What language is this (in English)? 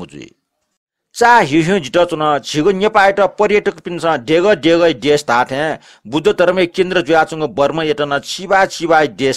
Newari